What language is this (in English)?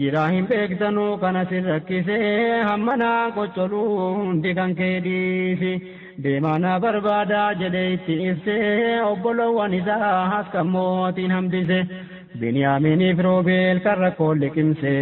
Oromo